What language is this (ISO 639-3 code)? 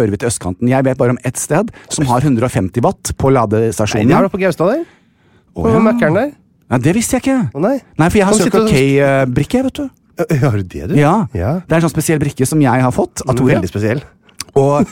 nor